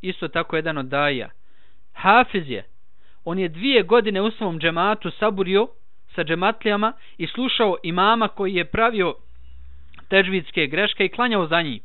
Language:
Bosnian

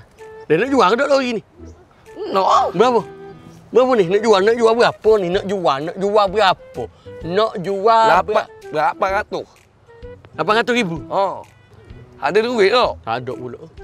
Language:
Malay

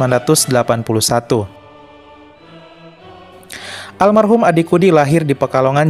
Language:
Indonesian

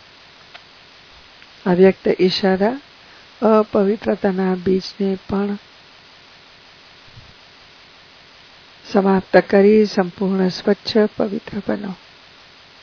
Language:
Gujarati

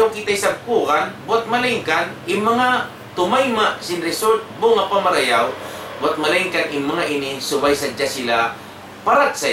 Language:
Tausug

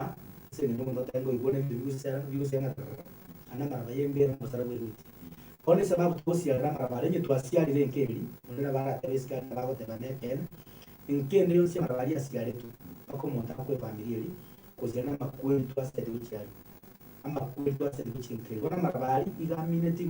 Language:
Gusii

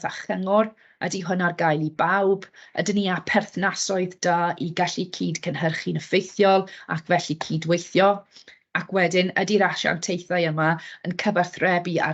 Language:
Welsh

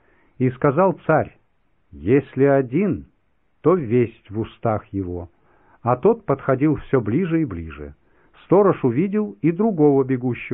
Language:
Russian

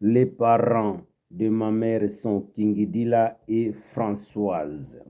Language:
Kituba (Democratic Republic of Congo)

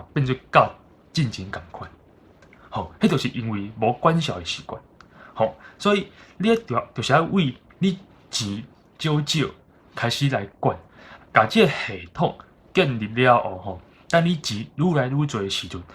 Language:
Min Nan Chinese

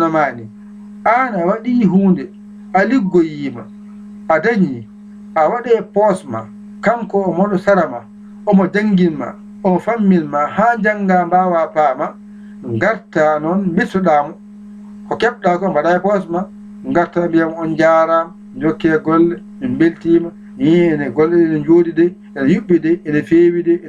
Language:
Fula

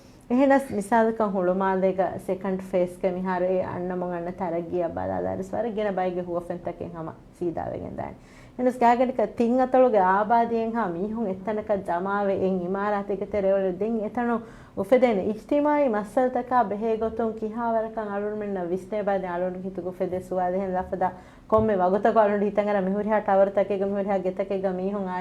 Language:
Divehi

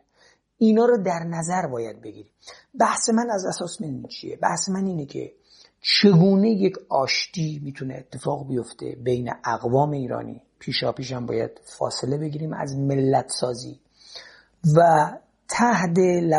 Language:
Persian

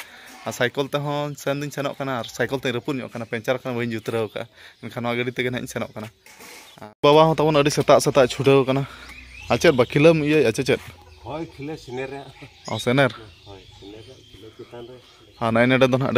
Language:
Santali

